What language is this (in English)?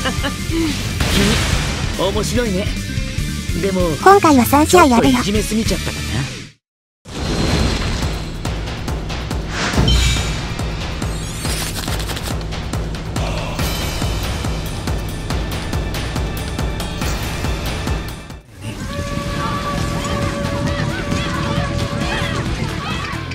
Japanese